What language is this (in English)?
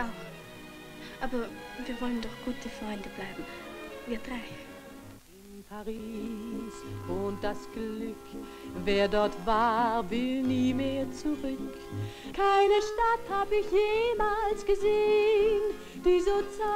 German